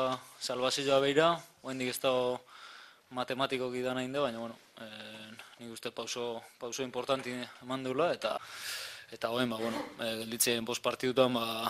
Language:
Basque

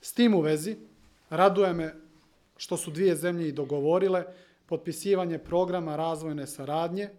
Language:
Slovenian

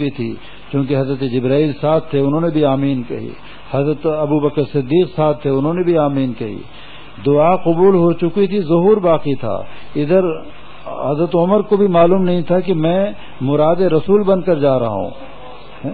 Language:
Urdu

